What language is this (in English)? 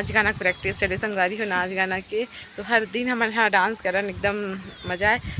Chhattisgarhi